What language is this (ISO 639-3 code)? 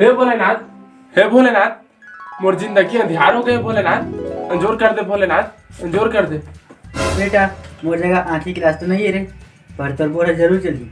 hne